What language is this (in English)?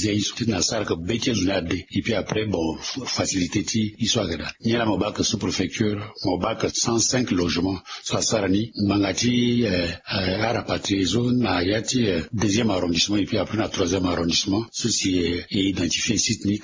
Sango